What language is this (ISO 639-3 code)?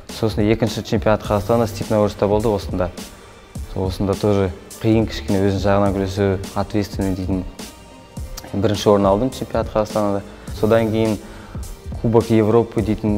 kaz